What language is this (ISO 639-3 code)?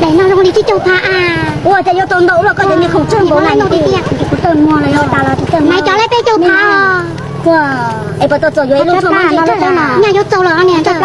hmn